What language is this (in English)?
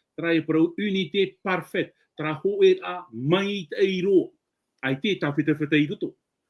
Tahitian